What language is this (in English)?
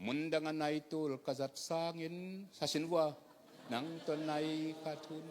Tedim Chin